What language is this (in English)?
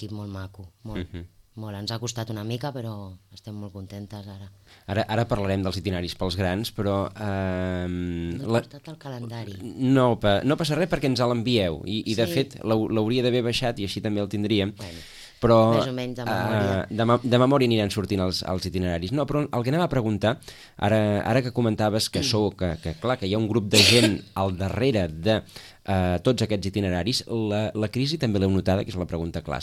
Catalan